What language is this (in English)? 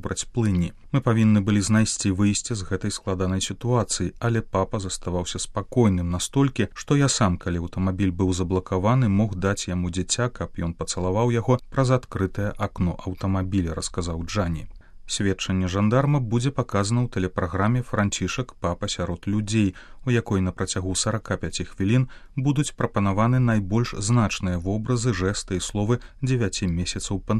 Belarusian